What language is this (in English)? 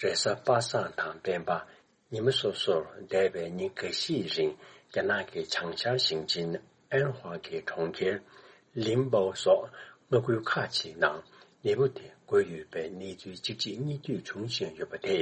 Tibetan